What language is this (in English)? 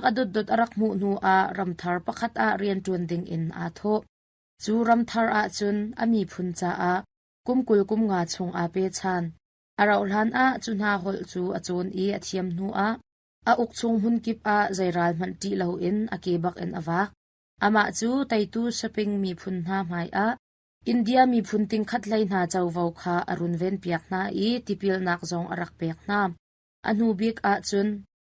Hakha Chin